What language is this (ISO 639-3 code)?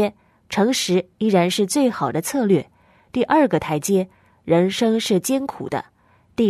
zho